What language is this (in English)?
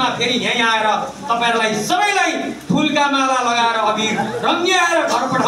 Nepali